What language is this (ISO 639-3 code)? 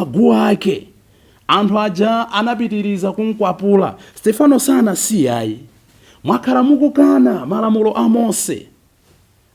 nya